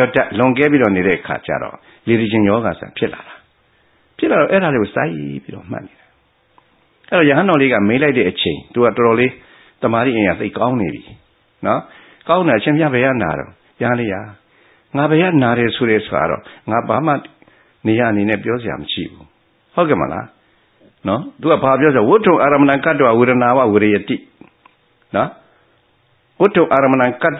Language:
Burmese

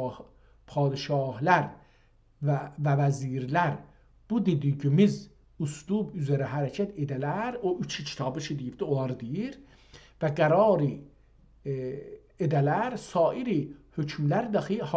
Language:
South Azerbaijani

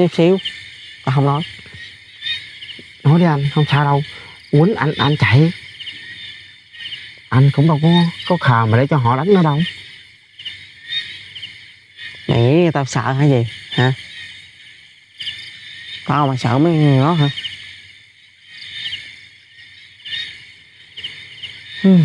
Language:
Vietnamese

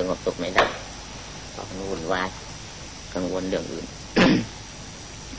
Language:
Thai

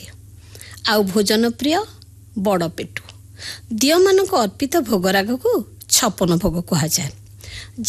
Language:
Odia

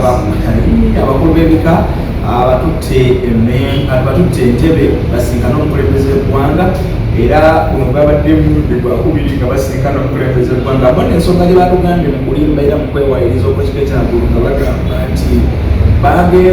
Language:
Ganda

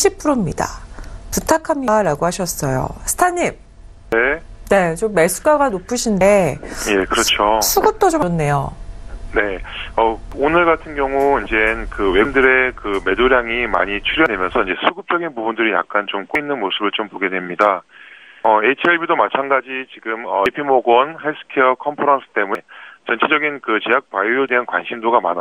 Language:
Korean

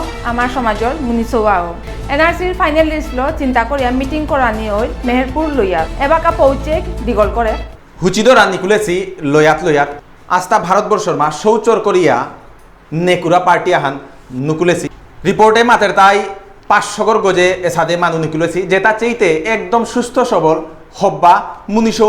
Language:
Bishnupriya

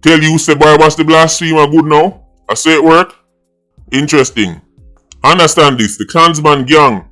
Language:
Jamaican Creole English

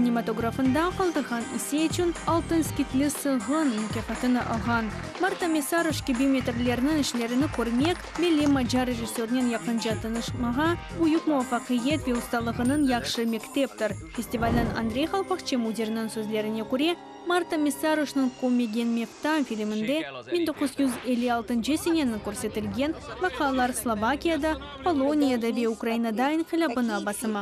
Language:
Crimean Tatar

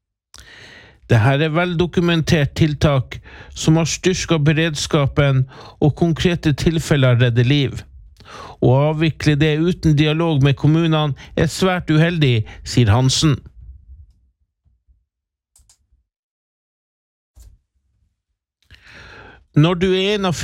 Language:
Norwegian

